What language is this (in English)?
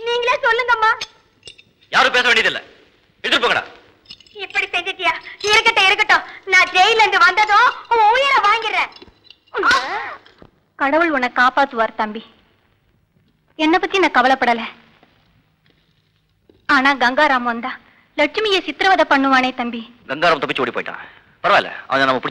Tamil